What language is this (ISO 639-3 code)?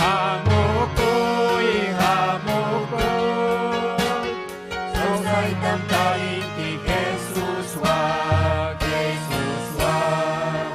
quy